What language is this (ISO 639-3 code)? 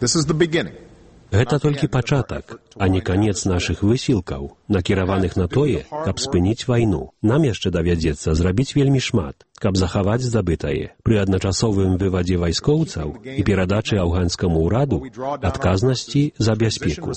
bel